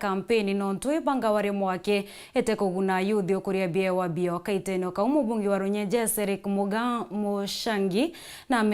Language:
Meru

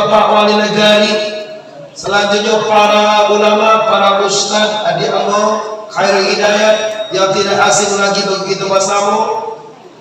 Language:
Minangkabau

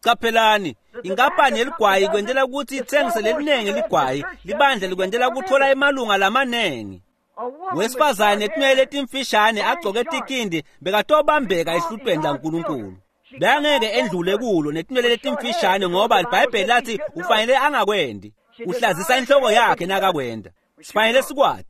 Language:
Swati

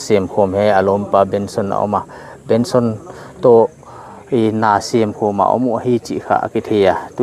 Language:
Paite Chin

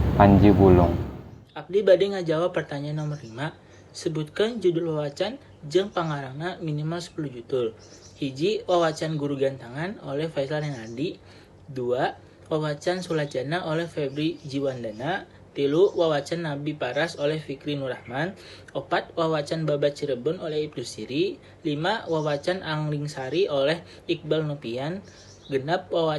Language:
Sundanese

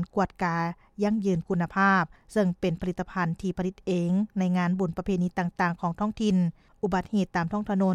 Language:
Lao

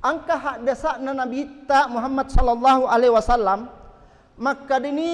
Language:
Buginese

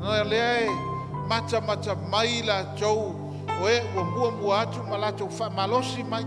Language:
Samoan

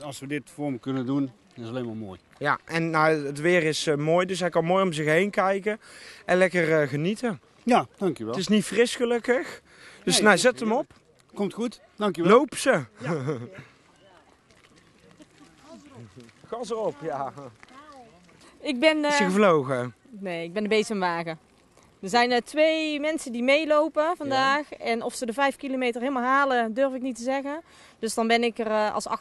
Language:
Dutch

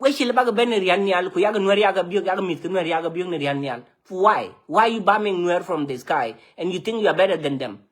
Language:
Nuer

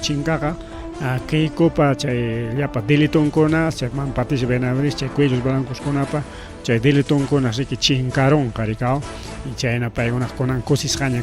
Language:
Ayacucho Quechua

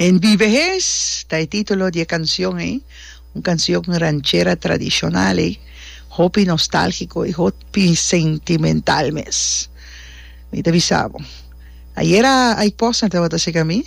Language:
Papiamento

